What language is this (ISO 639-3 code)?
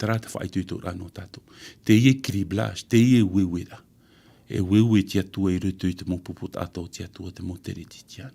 tah